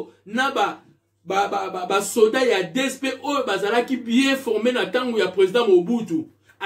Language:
Lingala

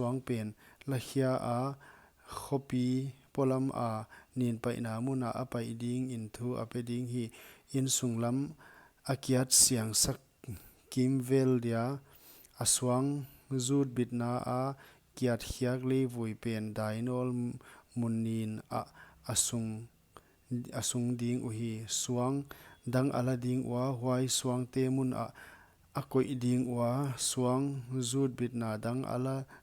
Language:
Paite Chin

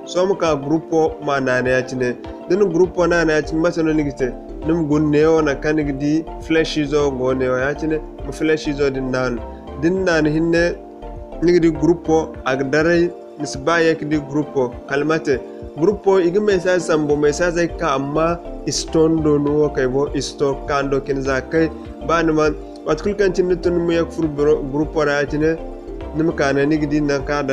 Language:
Zarma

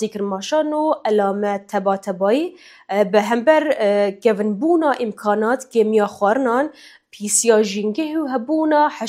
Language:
Kurdish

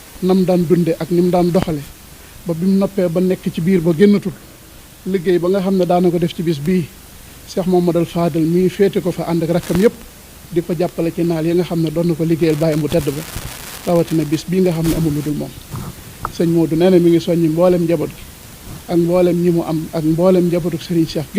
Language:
Wolof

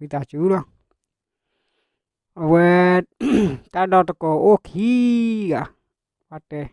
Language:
S'gaw Karen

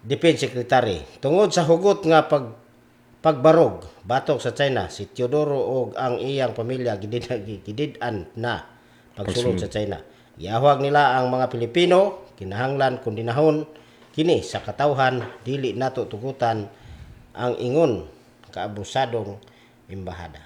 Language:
Cebuano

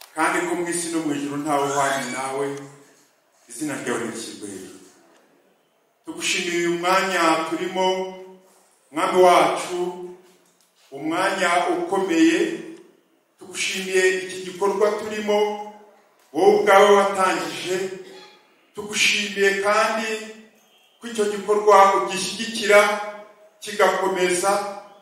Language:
Kinyarwanda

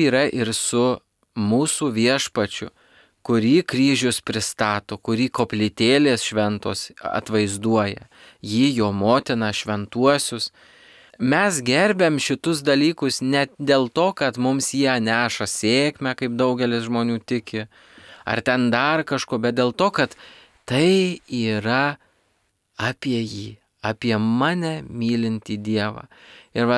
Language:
Lithuanian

